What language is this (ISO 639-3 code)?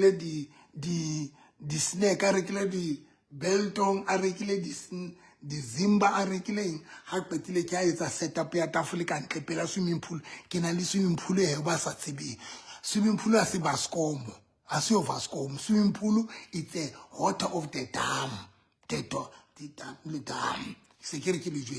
sot